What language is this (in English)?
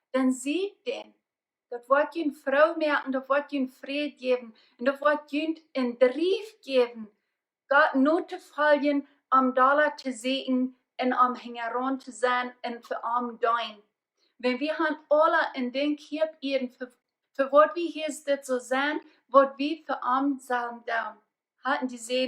Plautdietsch